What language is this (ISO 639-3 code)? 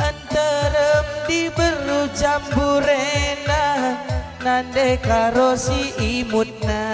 btx